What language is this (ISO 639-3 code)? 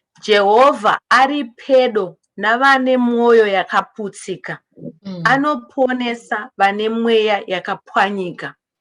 sna